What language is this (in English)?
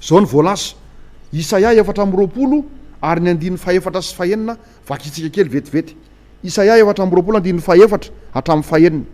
Malagasy